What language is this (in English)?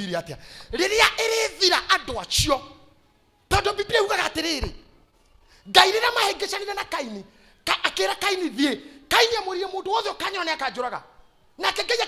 Kikuyu